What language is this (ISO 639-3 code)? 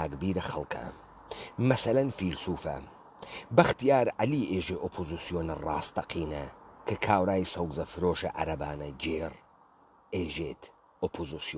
ckb